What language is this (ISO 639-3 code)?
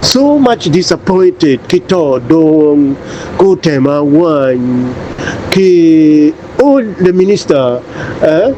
ach